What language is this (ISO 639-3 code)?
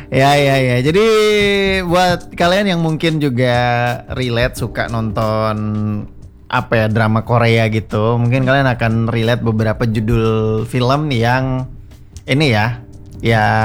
ind